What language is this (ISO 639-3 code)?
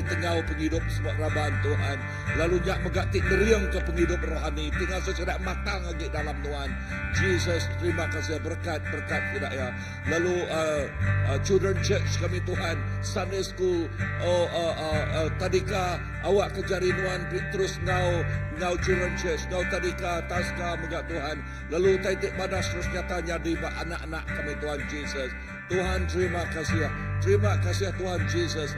iba